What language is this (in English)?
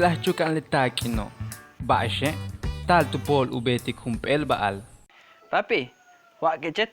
Yucateco